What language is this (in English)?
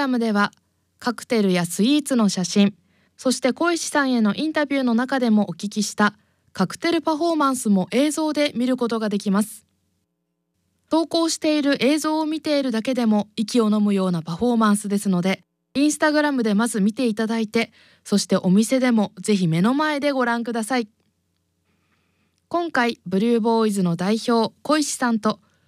Japanese